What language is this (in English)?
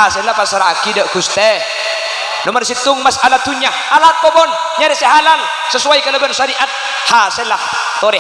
Madurese